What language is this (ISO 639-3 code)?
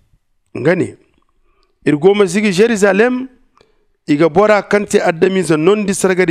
dje